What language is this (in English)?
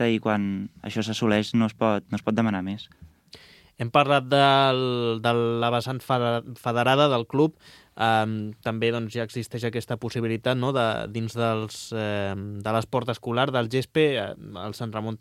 Catalan